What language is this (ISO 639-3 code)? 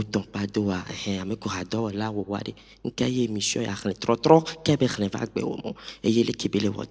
ewe